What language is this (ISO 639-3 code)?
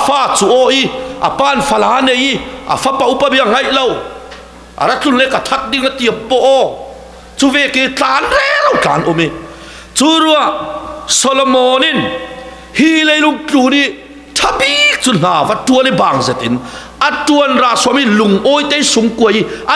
cfm